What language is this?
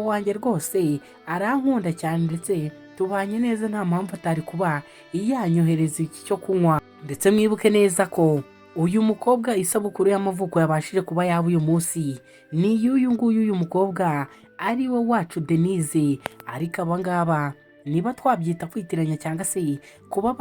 Kinyarwanda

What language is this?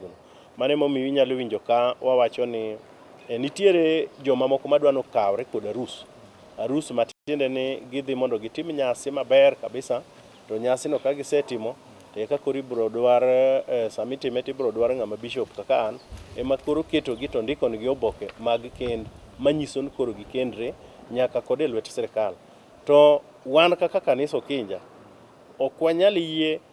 Luo (Kenya and Tanzania)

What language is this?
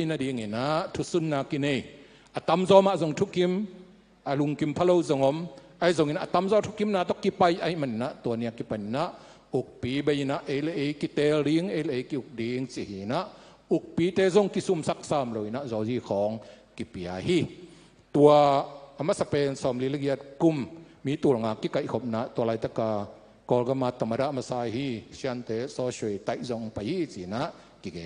Tedim Chin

